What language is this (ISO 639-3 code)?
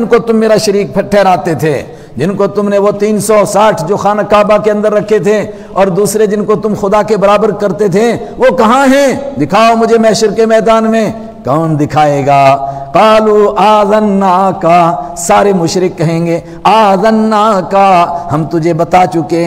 urd